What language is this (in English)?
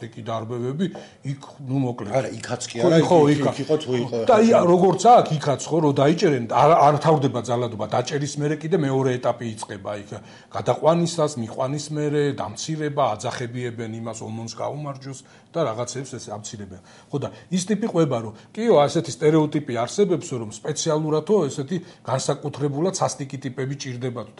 Georgian